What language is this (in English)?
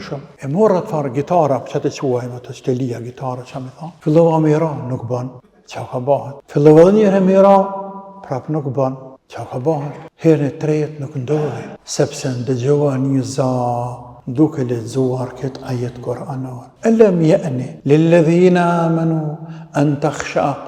Albanian